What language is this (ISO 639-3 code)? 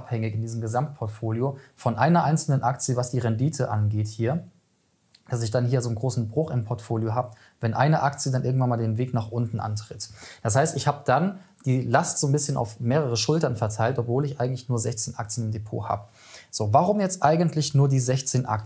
deu